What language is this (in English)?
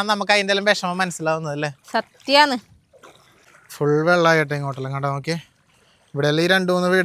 Malayalam